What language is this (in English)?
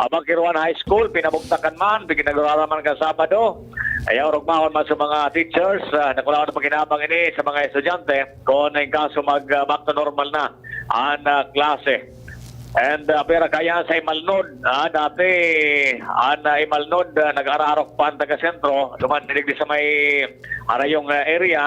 Bikol